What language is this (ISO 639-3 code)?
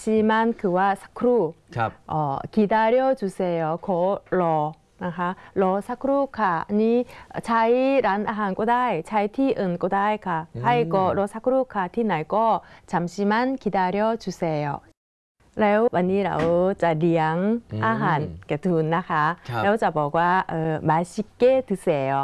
tha